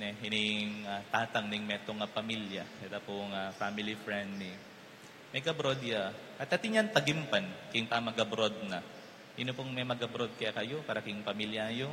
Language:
Pampanga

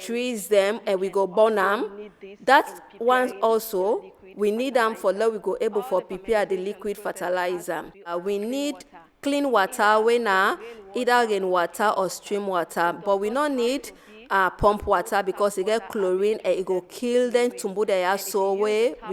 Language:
Nigerian Pidgin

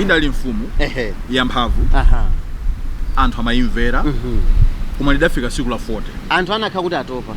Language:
Nyanja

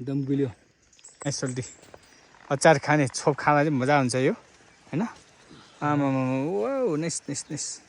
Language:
Nepali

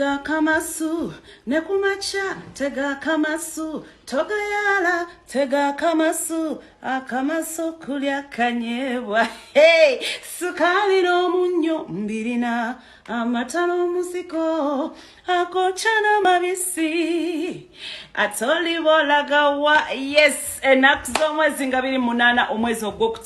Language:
Ganda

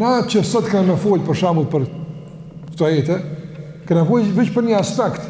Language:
Albanian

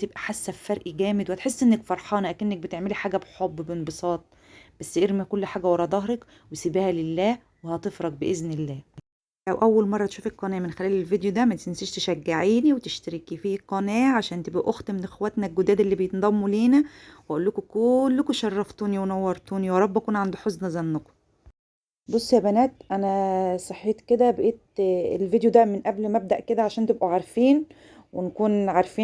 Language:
Egyptian Arabic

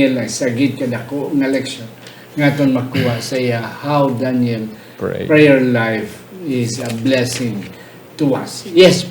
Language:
Hiligaynon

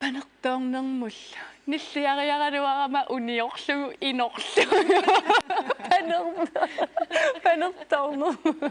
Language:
Kalaallisut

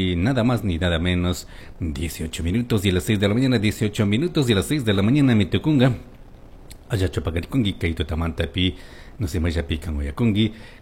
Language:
Chimborazo Highland Quichua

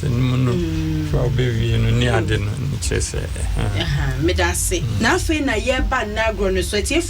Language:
Akan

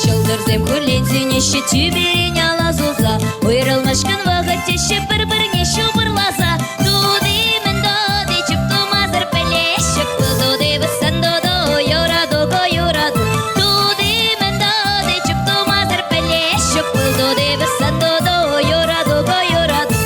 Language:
Chuvash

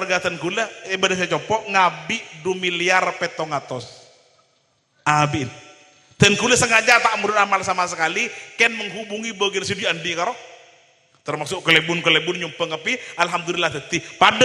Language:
Madurese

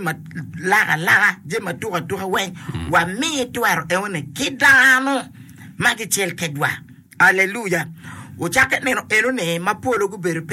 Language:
Acoli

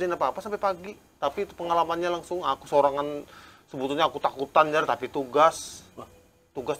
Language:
Banjar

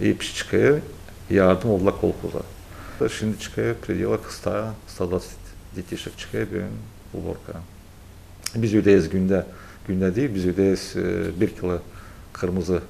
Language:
Gagauz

